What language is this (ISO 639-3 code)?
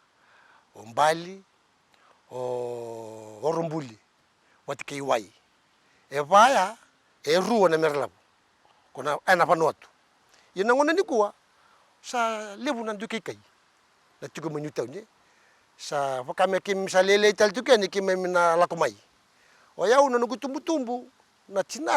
fij